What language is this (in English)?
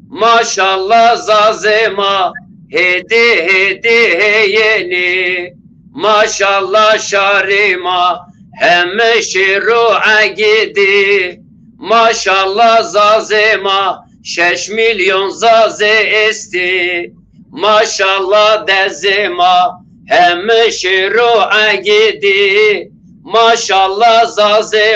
Zaza